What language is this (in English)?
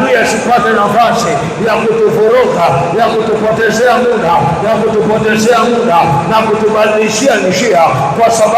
Swahili